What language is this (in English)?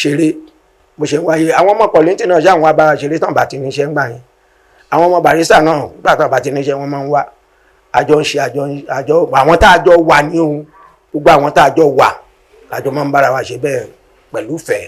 Yoruba